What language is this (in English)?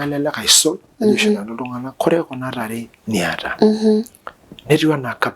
Masai